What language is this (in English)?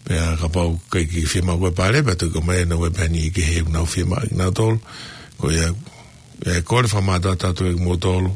Tongan